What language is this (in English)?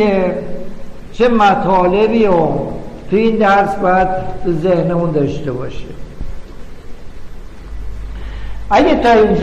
Persian